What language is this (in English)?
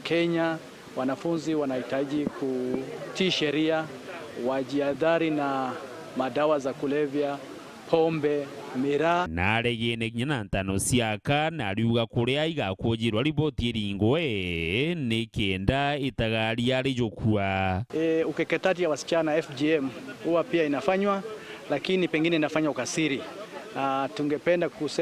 Meru